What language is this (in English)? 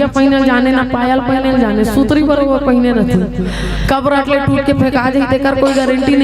Chhattisgarhi